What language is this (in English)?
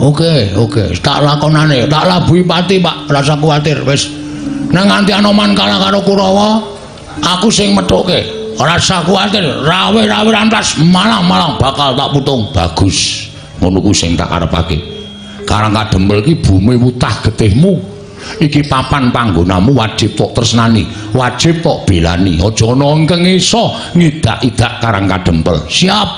Javanese